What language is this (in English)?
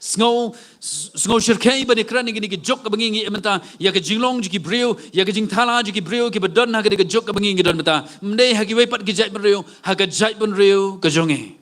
Khasi